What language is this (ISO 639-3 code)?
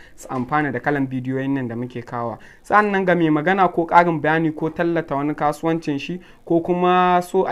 hau